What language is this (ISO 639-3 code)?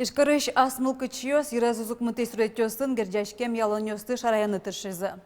udm